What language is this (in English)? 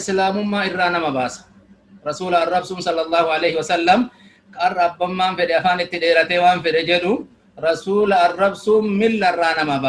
Oromo